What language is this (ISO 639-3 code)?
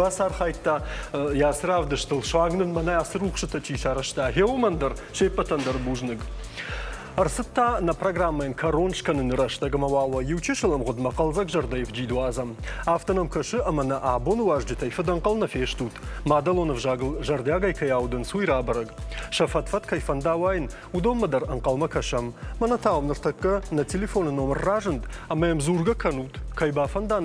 oss